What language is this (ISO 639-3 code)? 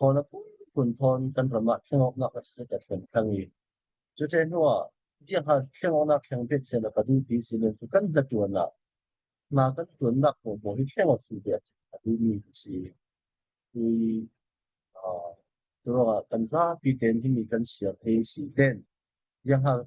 cfm